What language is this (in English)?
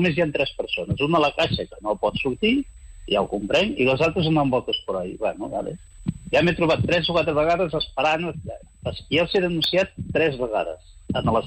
Catalan